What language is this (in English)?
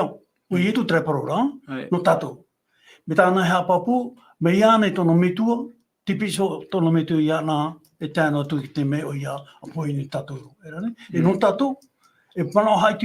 Tahitian